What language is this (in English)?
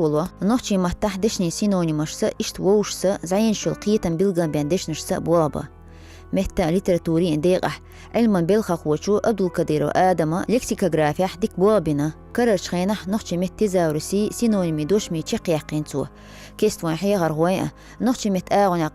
Chechen